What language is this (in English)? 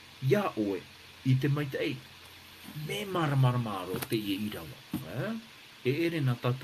Tahitian